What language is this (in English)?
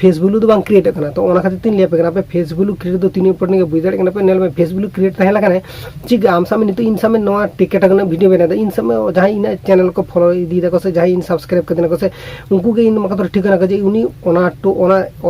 Santali